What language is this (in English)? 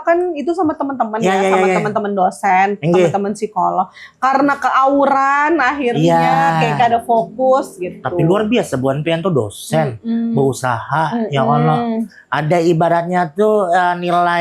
Banjar